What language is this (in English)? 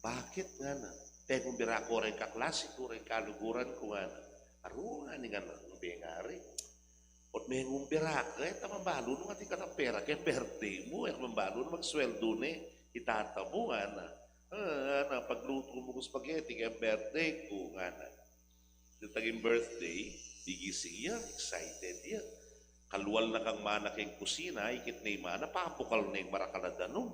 Pampanga